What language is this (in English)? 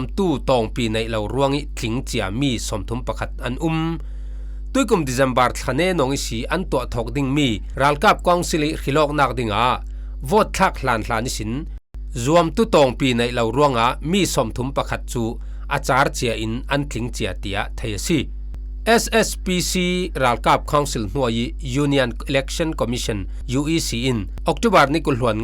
Falam Chin